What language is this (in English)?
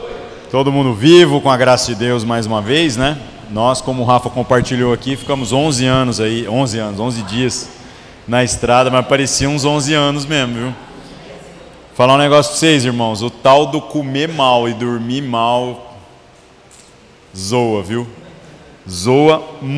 Portuguese